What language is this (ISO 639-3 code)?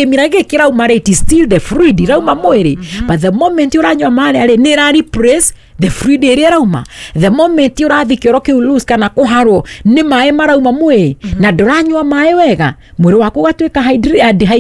kik